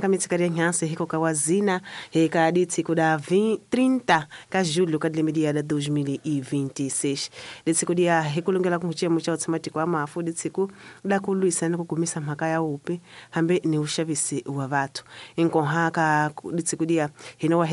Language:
Tsonga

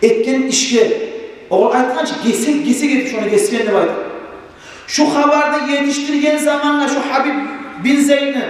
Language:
Kumyk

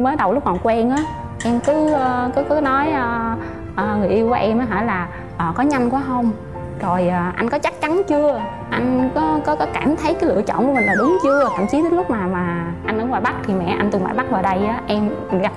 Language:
Vietnamese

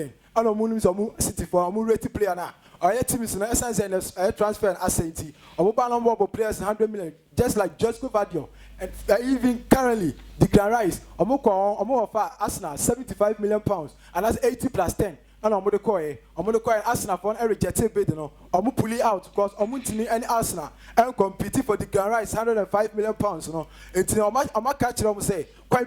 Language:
Akan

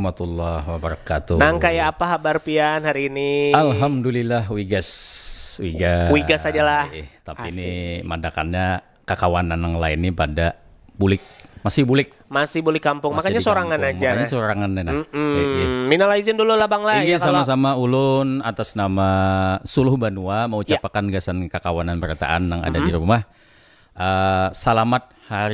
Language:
Banjar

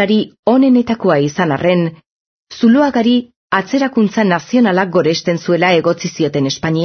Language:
Basque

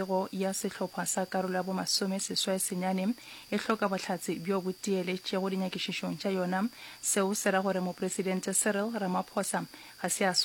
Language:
Northern Sotho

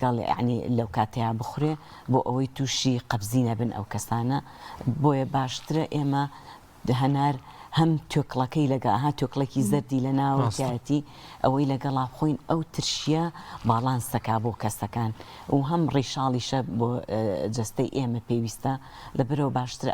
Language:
Central Kurdish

